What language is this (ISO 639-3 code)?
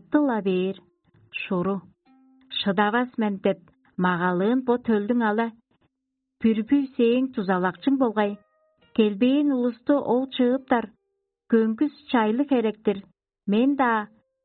tyv